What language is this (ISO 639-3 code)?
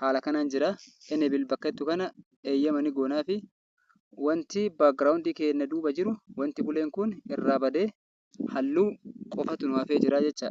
orm